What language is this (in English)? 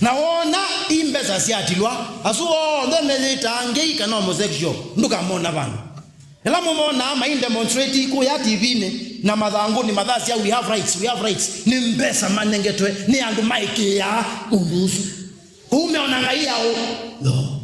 Kamba